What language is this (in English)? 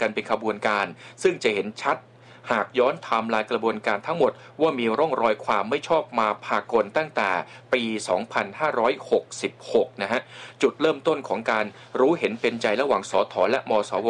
Thai